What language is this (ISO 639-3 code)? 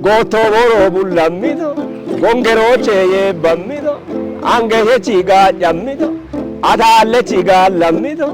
kbr